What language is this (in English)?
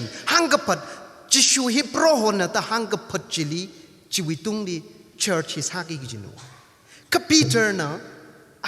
Tangkhul Naga (India)